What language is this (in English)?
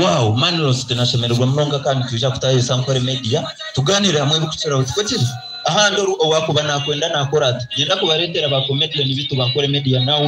Nyankole